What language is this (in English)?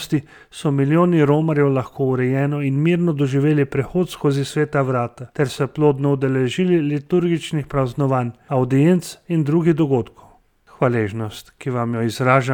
Slovenian